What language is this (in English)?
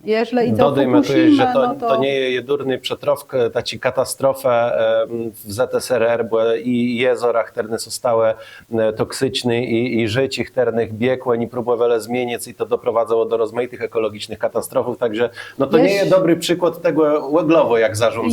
Kashubian